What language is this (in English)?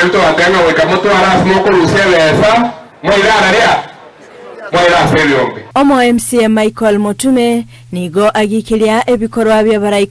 Gusii